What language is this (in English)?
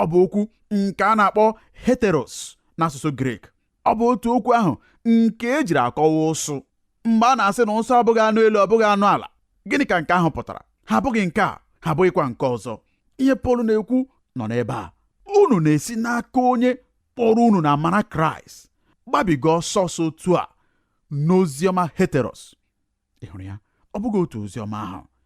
Igbo